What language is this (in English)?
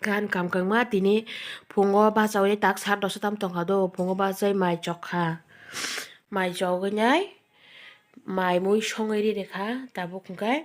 Kok Borok